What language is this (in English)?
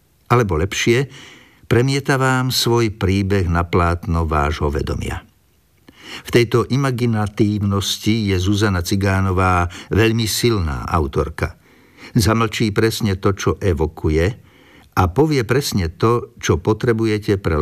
Slovak